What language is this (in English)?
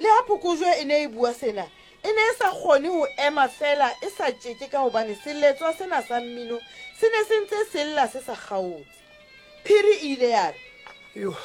Southern Sotho